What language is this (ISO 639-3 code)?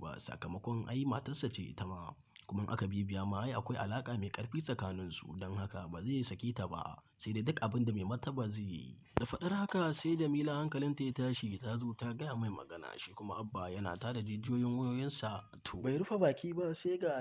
hau